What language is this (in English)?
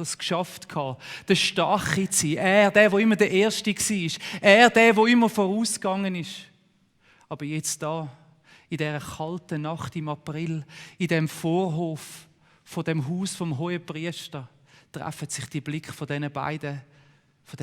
Swiss German